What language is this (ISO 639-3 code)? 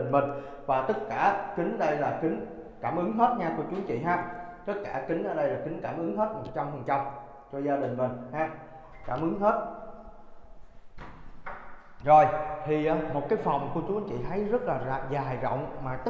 vie